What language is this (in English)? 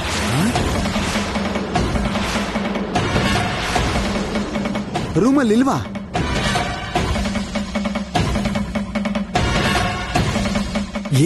Kannada